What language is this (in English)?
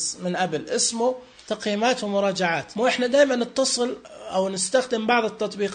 Najdi Arabic